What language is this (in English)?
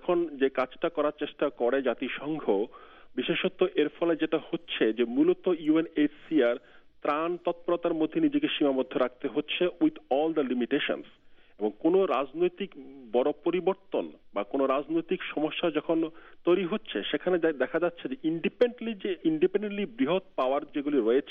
Bangla